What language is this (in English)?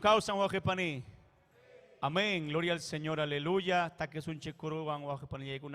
Ayacucho Quechua